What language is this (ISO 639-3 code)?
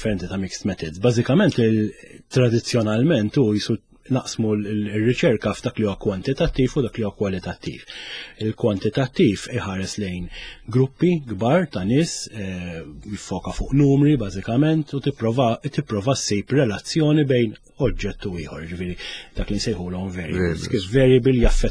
mlt